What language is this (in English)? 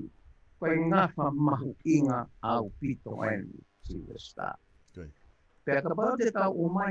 Tongan